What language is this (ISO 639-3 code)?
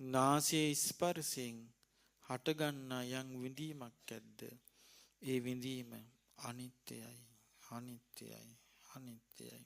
sin